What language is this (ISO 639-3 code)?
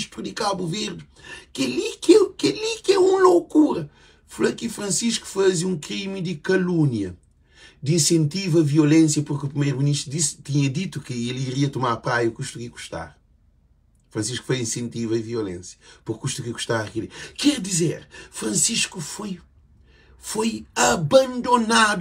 kea